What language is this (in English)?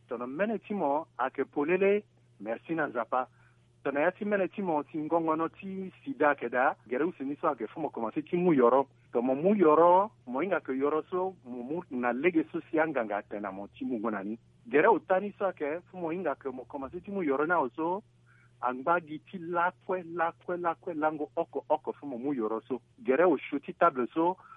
Sango